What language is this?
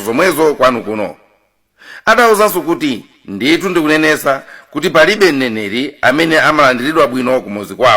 Nyanja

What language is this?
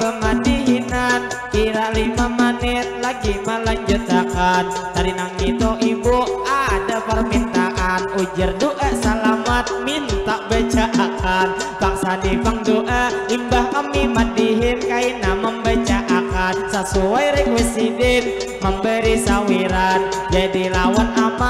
Banjar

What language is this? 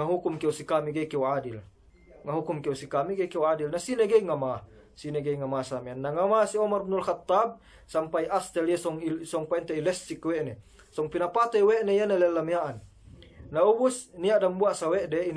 Yakan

